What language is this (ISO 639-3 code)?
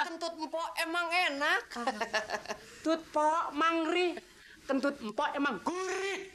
bew